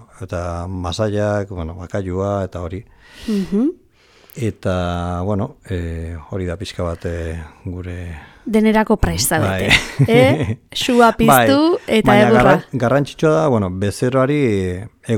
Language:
Basque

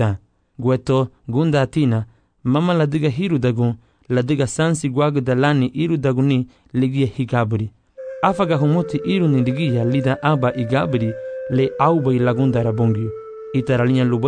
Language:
Garifuna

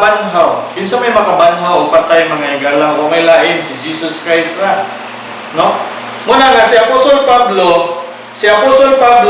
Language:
Cebuano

